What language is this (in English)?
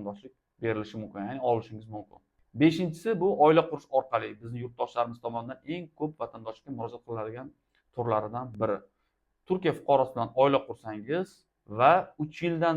Uzbek